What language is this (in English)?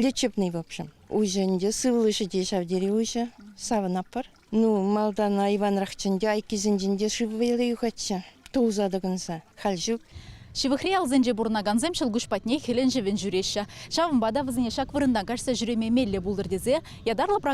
Chuvash